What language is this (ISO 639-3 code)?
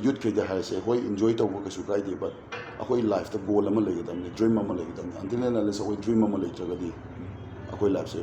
mni